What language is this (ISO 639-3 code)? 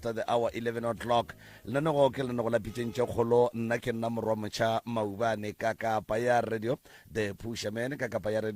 nso